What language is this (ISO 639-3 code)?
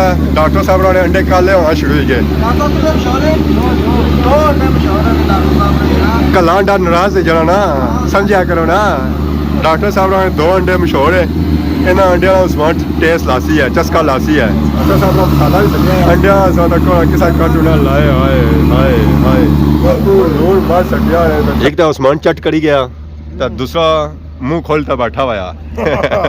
phr